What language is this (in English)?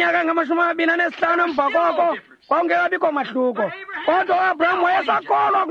Xhosa